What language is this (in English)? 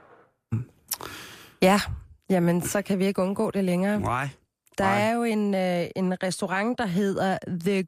Danish